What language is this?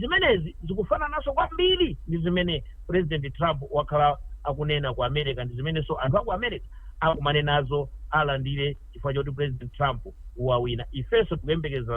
Nyanja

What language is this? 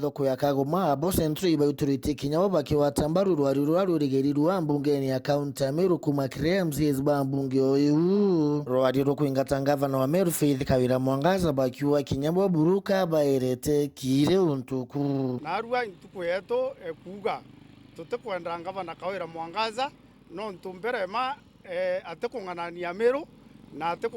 Meru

